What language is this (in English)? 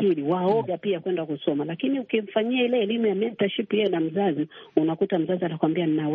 Swahili